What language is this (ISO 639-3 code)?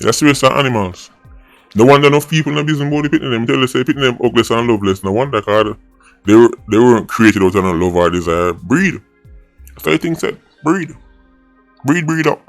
jam